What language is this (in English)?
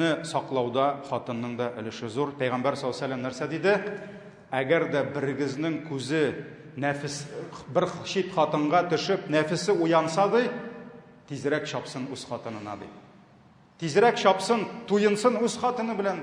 Tatar